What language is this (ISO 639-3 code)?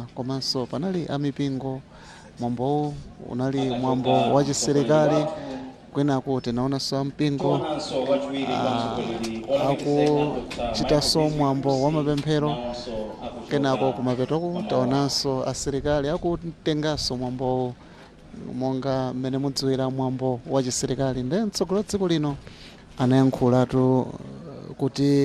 nya